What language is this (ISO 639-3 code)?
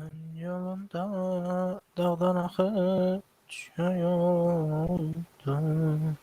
azb